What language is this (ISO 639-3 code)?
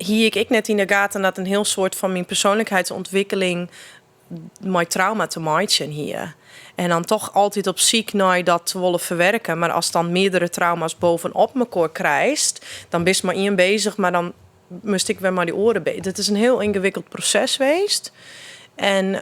fry